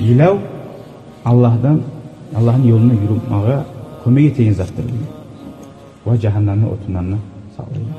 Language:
Kumyk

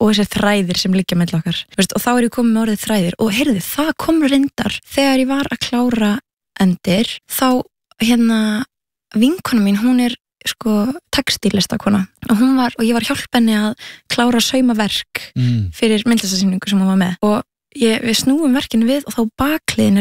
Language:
Icelandic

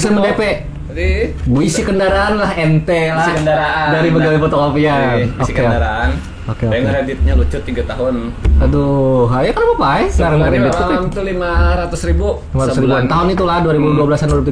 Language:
Banjar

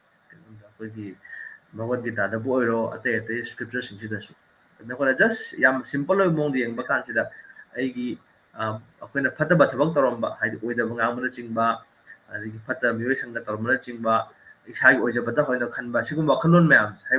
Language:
Manipuri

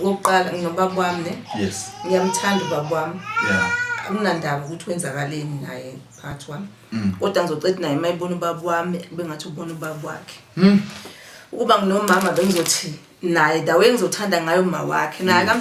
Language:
Zulu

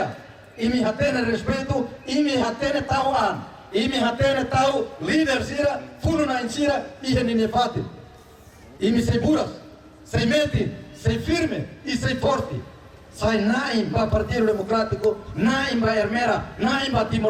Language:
Tetum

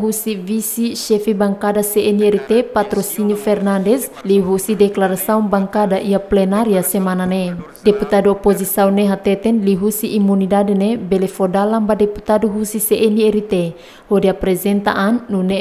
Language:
Tetum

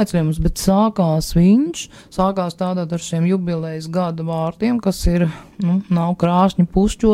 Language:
Latvian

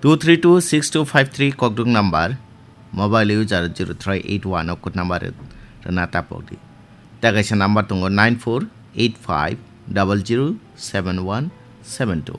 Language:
Kok Borok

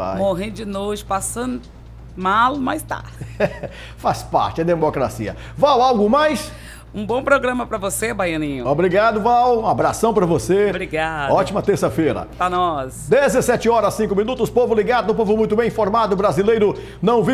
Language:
Portuguese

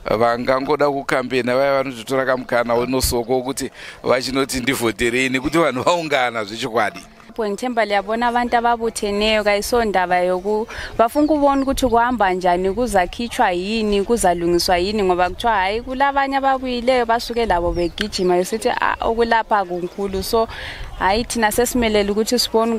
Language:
Shona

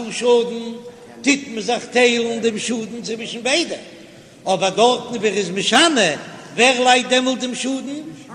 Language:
Yiddish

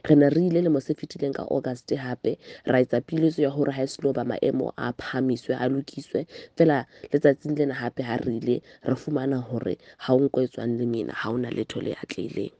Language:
Southern Sotho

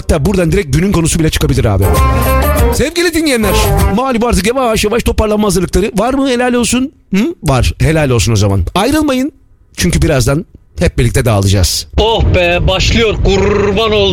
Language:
Turkish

